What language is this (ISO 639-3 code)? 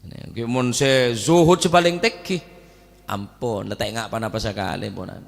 mad